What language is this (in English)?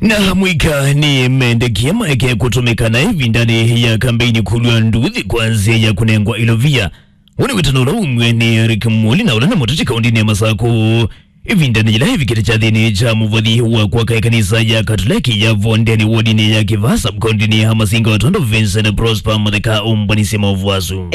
Kamba